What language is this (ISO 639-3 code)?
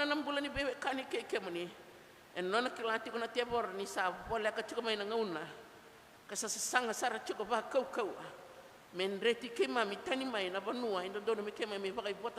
fij